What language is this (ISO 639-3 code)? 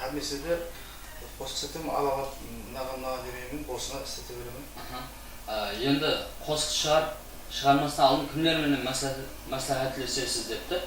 kaa